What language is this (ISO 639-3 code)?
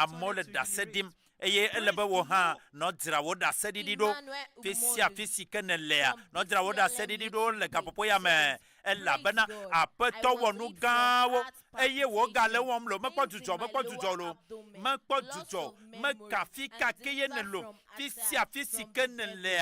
ewe